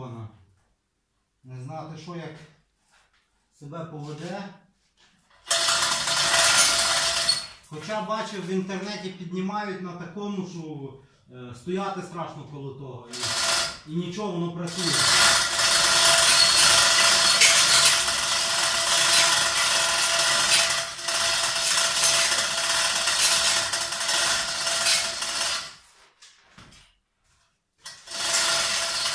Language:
Ukrainian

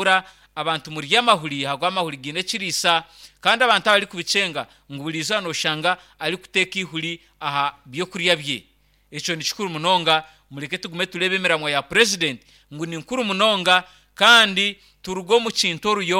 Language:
Nyankole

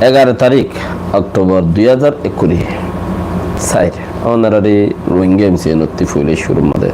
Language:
Rohingya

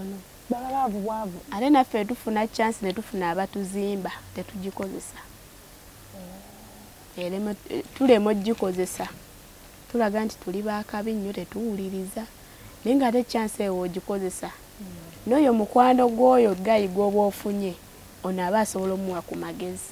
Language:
Ganda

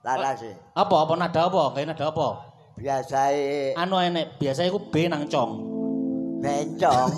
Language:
Javanese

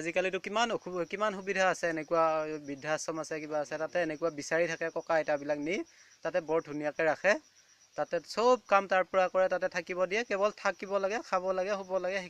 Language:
Assamese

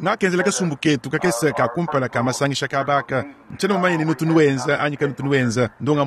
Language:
Luba-Lulua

